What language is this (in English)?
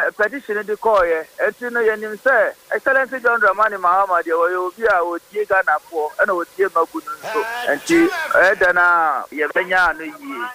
Akan